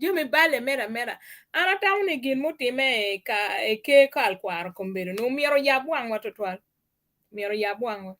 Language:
Acoli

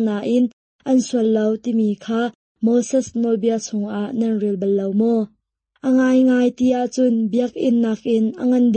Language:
Hakha Chin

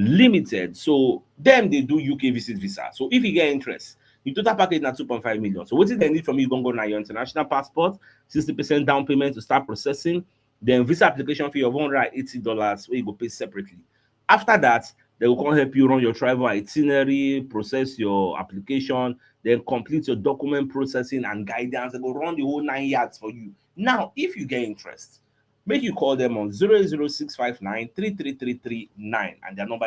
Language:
Nigerian Pidgin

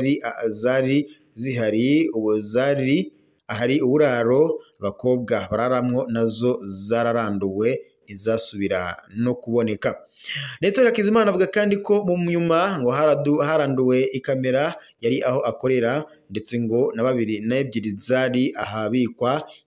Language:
Rundi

